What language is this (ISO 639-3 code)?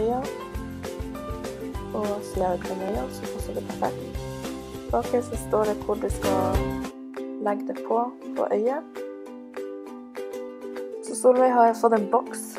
nor